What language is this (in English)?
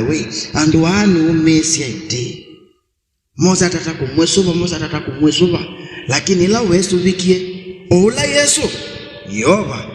Kamba